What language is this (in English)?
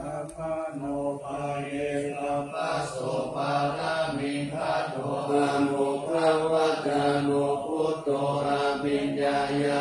Pali